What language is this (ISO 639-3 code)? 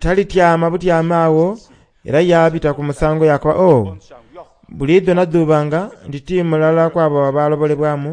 xog